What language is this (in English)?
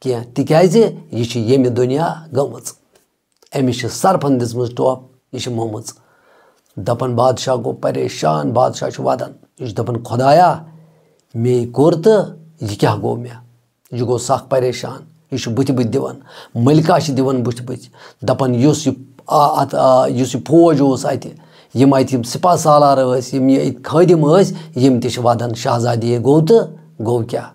Kashmiri